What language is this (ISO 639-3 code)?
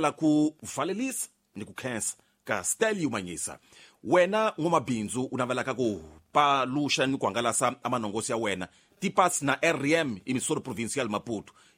tso